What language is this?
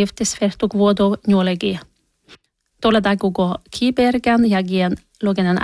Northern Sami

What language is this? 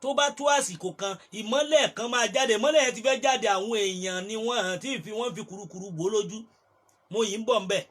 Yoruba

